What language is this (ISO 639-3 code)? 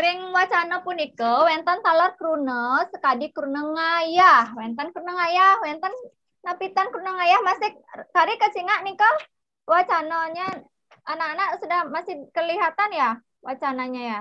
ban